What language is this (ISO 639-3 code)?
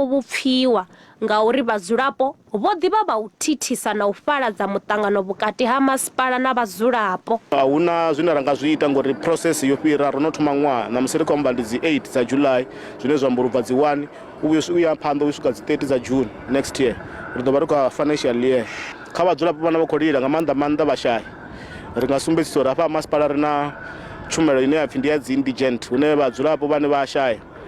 ven